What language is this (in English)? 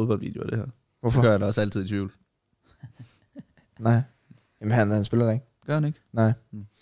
Danish